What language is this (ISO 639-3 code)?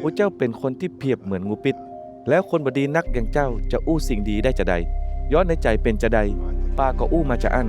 nod